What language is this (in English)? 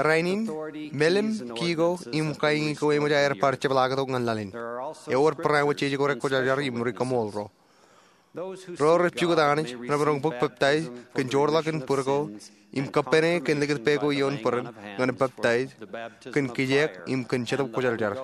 Marshallese